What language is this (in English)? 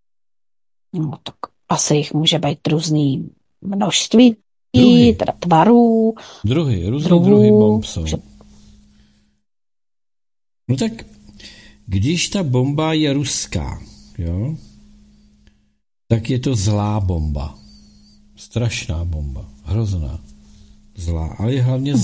Czech